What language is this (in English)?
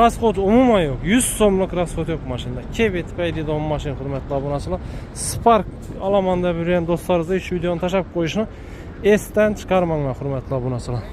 Uzbek